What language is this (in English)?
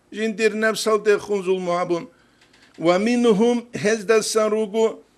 Avaric